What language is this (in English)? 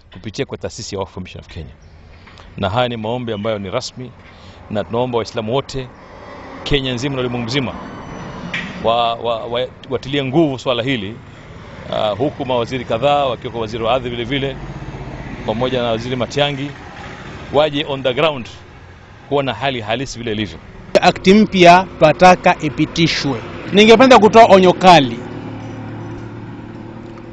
Swahili